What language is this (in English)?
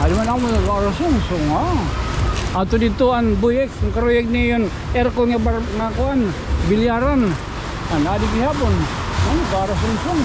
Waray